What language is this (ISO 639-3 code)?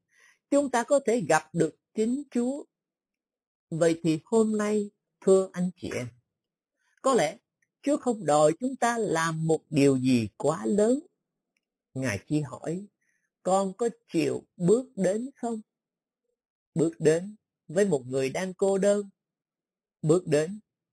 vie